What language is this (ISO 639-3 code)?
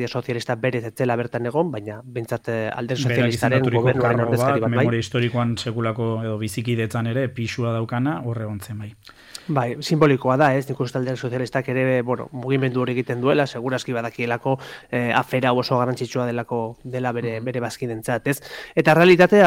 eus